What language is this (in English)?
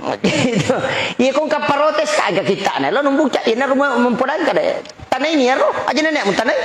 Buginese